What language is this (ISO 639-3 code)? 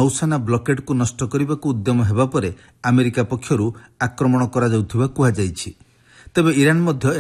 ori